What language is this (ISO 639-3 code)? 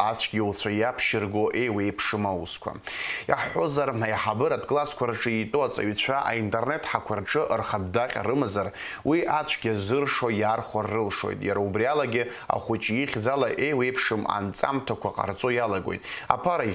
abk